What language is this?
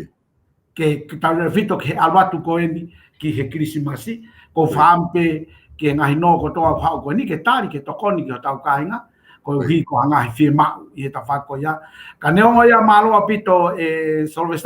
Tongan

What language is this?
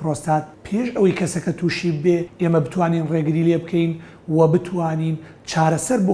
Central Kurdish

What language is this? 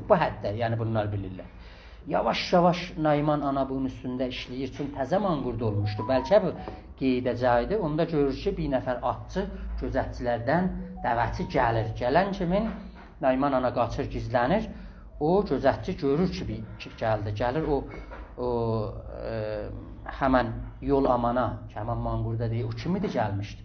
South Azerbaijani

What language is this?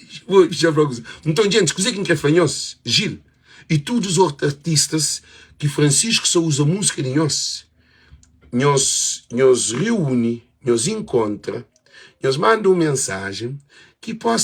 Kabuverdianu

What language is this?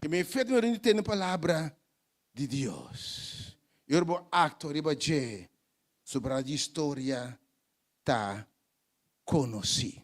Papiamento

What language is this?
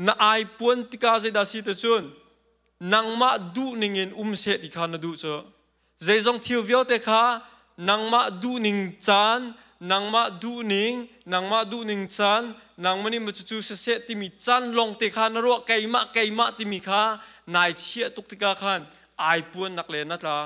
Hakha Chin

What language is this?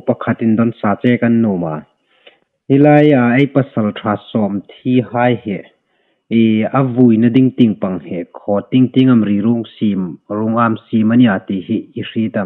Hmar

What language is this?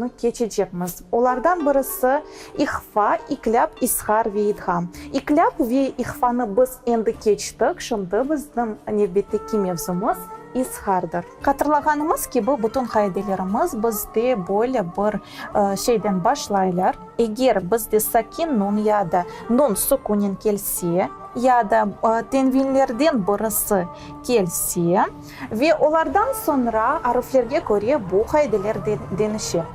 Crimean Tatar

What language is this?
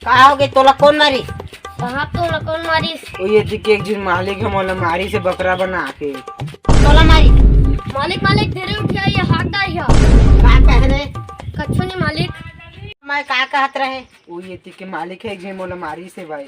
Chhattisgarhi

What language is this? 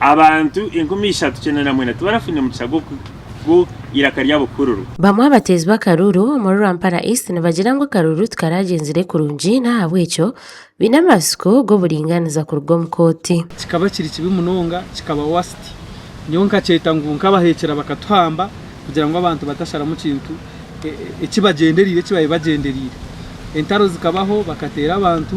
Nyankole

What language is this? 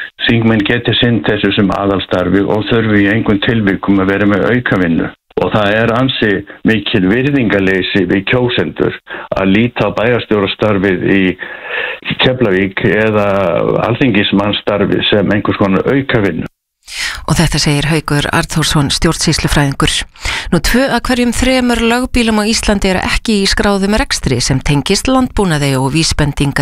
Icelandic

